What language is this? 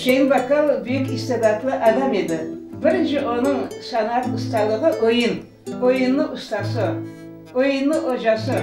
Crimean Tatar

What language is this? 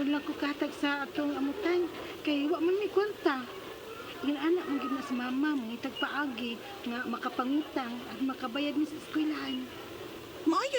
Cebuano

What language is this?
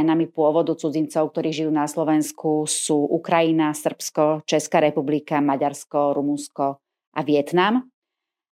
Slovak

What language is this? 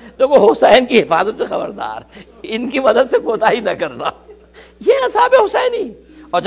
Urdu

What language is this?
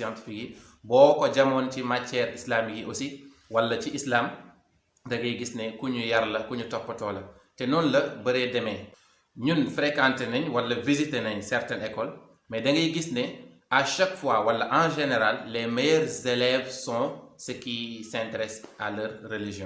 Wolof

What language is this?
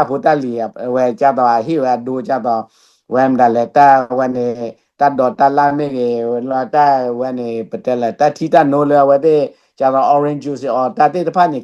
S'gaw Karen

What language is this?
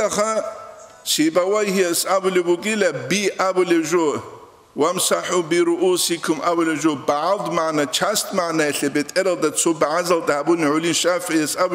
Avaric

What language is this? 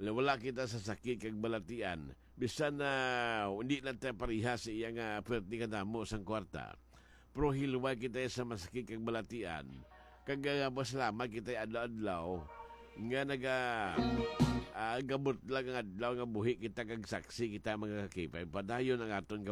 Hiligaynon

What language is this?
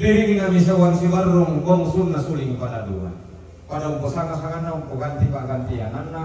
Toraja-Sa'dan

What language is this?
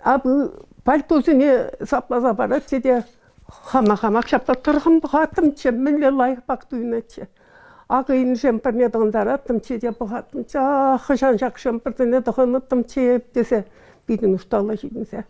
Chuvash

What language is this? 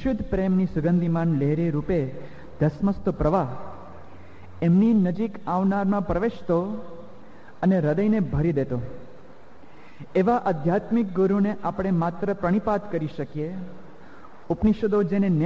Gujarati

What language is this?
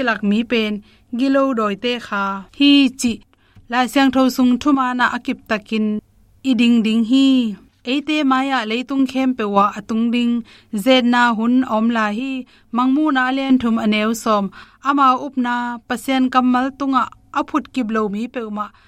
Tedim Chin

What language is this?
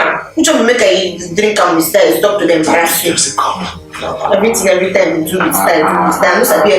Nigerian Pidgin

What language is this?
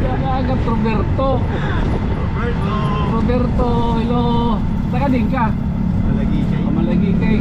Waray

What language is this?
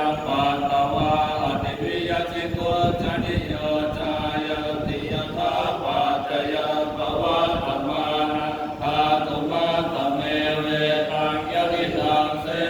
Pali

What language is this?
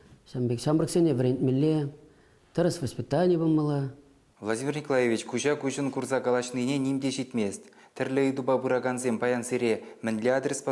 Chuvash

